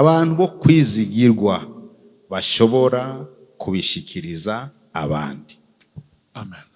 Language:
Rundi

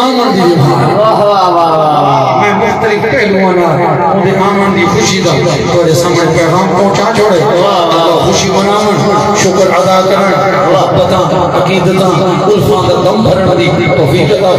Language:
Saraiki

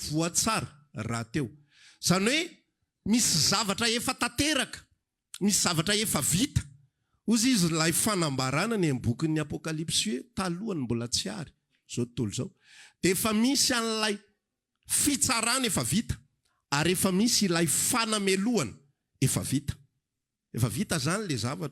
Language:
Malagasy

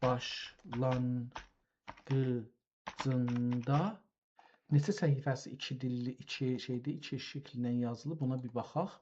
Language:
South Azerbaijani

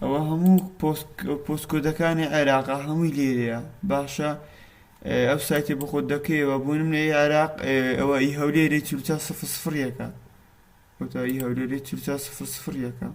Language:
Central Kurdish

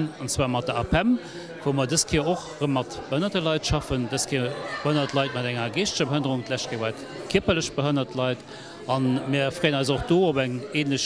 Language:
Luxembourgish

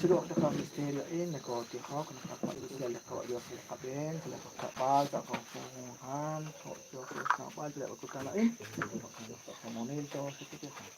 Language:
Kekchí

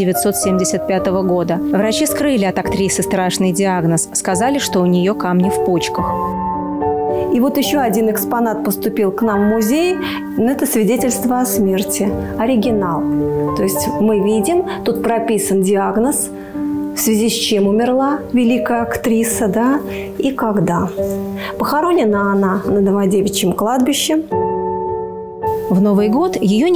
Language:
Russian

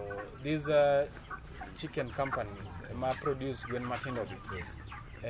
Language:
Luo (Kenya and Tanzania)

